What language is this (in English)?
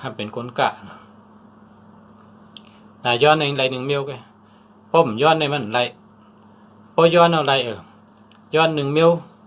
Shan